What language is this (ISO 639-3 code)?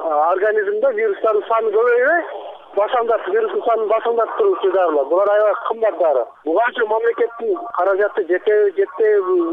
kir